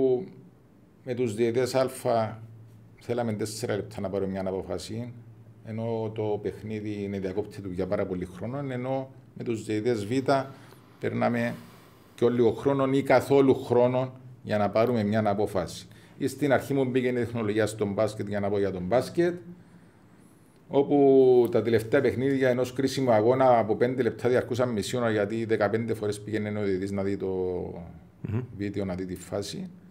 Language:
Greek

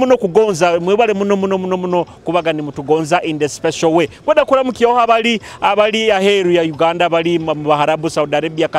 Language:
Nyoro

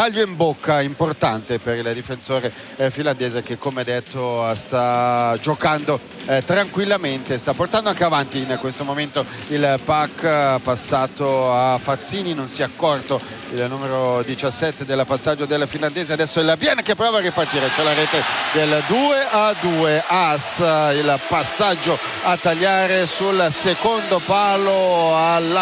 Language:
Italian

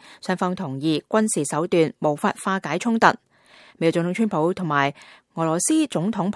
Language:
Cantonese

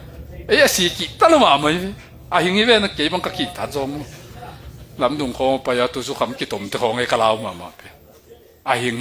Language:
Tedim Chin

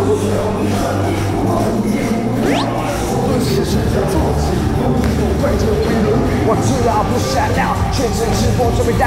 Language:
Chinese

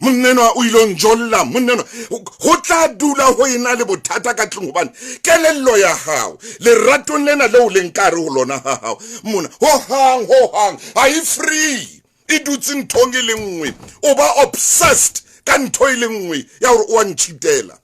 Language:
Southern Sotho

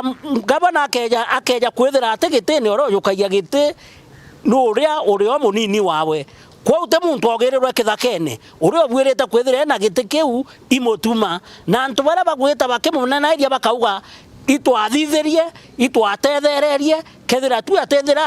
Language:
Meru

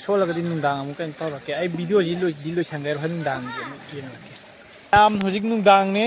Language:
Manipuri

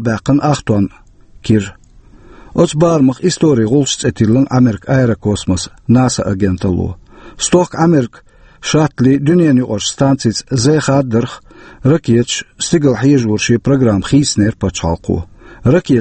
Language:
Chechen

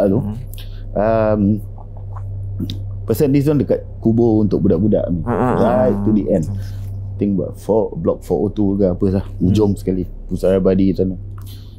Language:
Malay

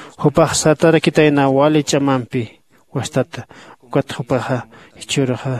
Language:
Aymara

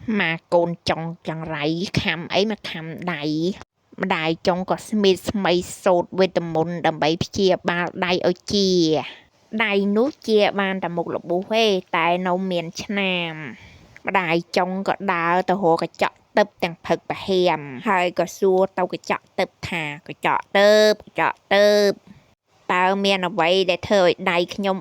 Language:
Khmer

